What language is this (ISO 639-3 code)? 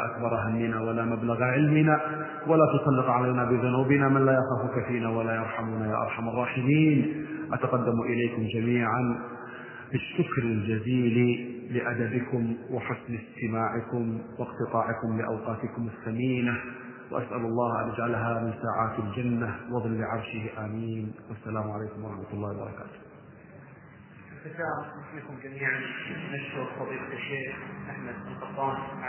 ara